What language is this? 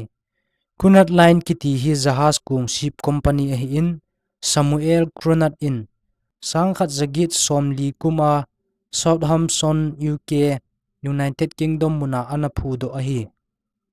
Thado Chin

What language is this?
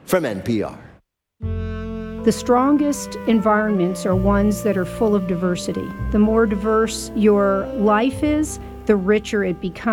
English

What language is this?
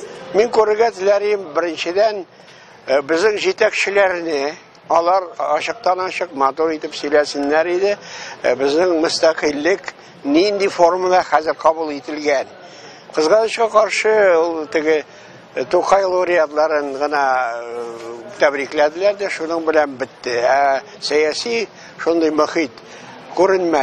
Tatar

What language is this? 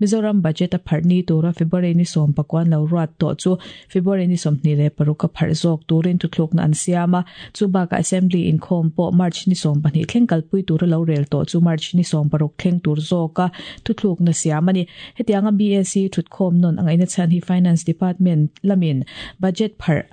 Mizo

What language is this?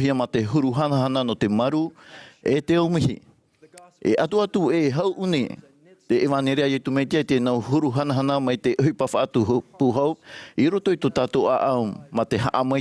Tahitian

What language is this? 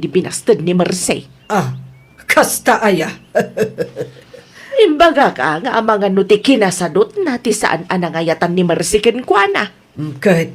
Iloko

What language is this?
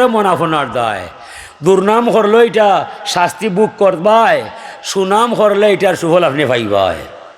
Sylheti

